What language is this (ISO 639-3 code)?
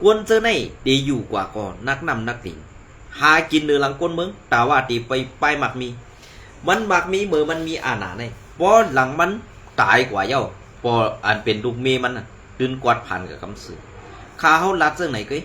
shn